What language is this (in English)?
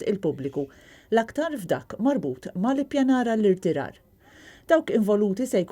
Maltese